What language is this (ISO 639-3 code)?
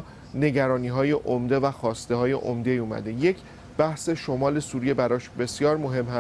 fas